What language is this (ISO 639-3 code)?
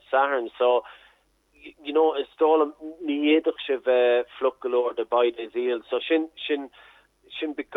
gle